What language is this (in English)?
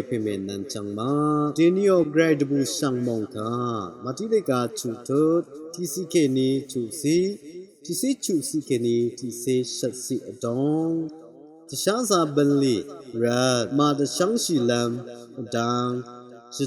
Rawang